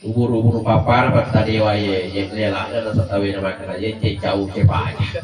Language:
Buginese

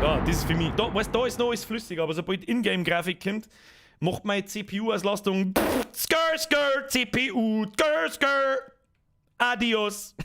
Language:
Bavarian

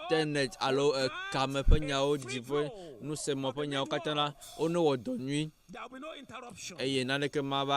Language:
Ewe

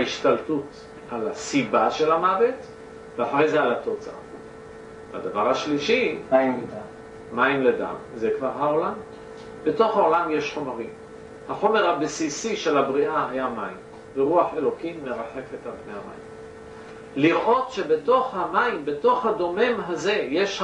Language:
Hebrew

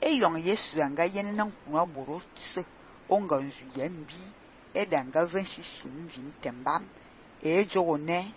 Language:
Fang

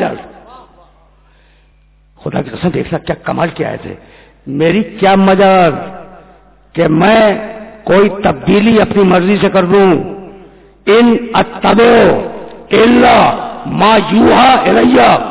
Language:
Urdu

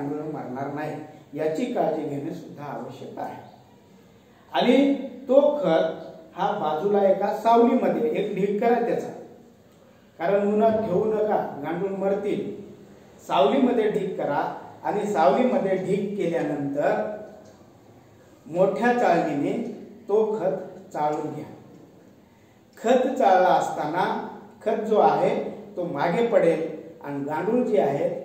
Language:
Marathi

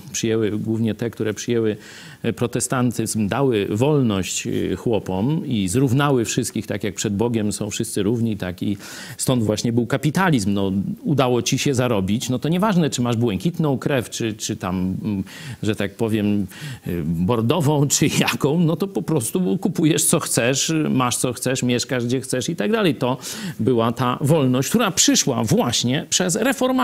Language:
Polish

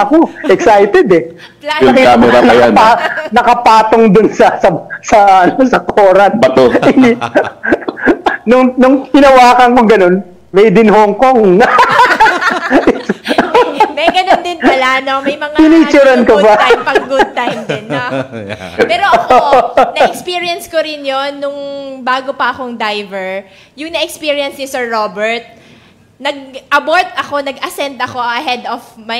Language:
Filipino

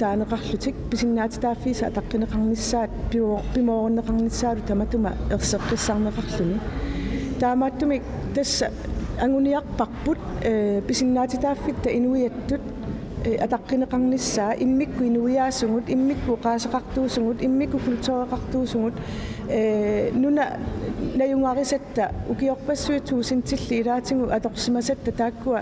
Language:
Kalaallisut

